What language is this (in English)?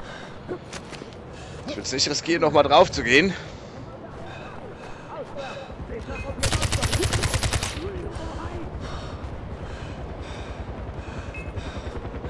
German